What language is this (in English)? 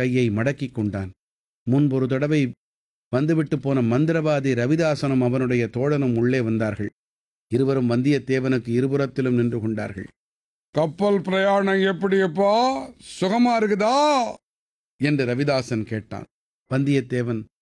Tamil